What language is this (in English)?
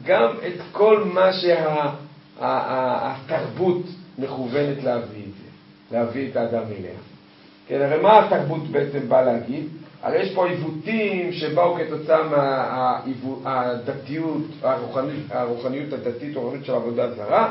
Hebrew